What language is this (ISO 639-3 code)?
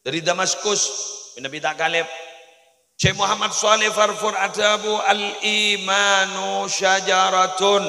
mad